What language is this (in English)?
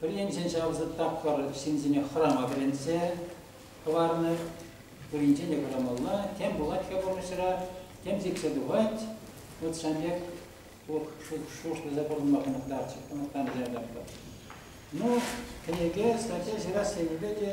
Chuvash